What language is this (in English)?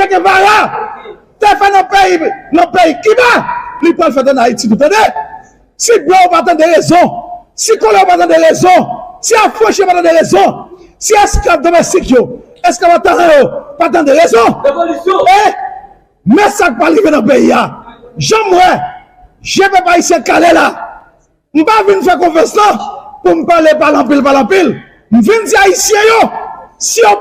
Haitian Creole